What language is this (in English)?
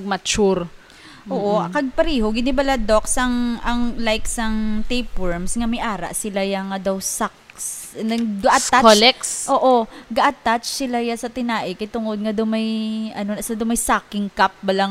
Hiligaynon